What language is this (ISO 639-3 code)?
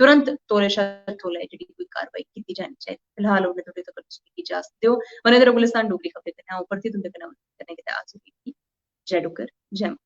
doi